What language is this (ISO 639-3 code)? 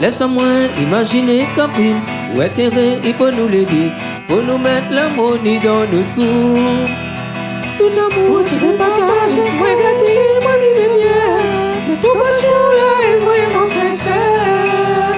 rcf